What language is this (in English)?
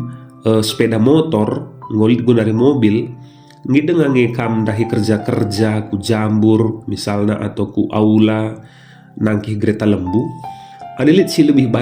Batak Karo